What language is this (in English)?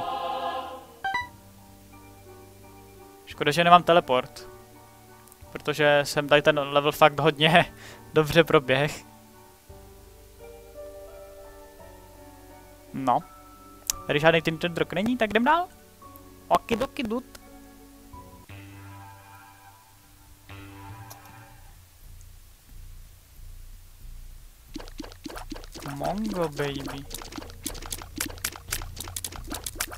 Czech